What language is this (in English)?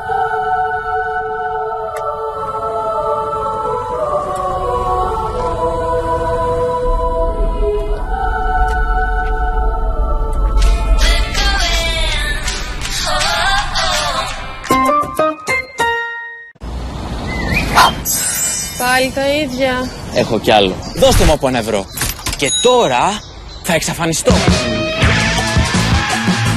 Greek